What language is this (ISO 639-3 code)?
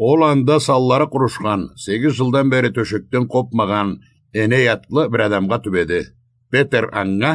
krc